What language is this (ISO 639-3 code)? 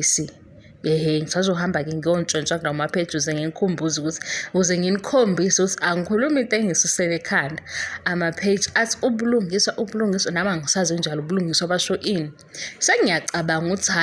zul